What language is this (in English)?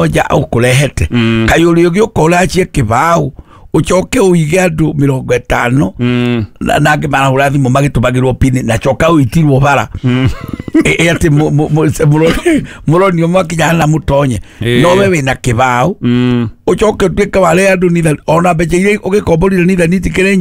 Kikuyu